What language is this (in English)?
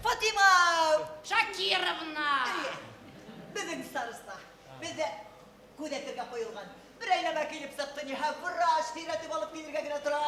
Bashkir